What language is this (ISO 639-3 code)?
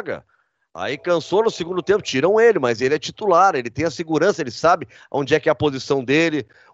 por